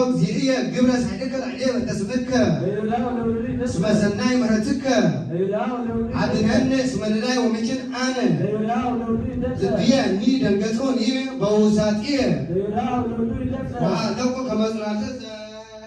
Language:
Geez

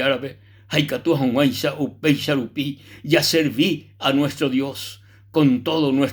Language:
Guarani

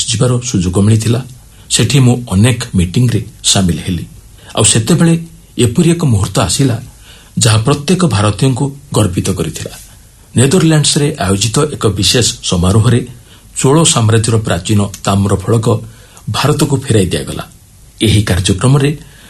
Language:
Odia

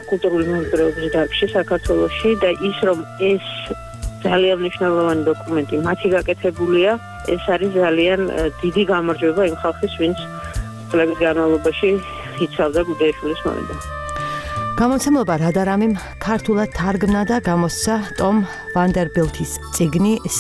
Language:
Georgian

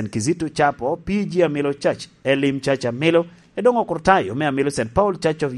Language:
Lango (Uganda)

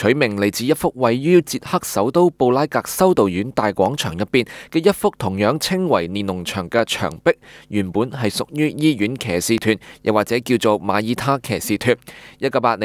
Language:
Cantonese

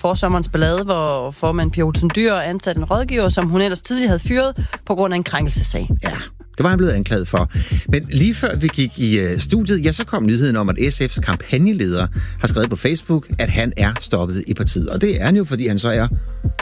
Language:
Danish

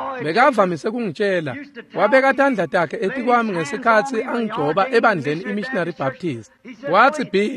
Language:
Swati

